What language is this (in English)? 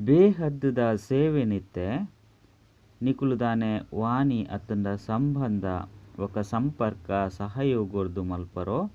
Tulu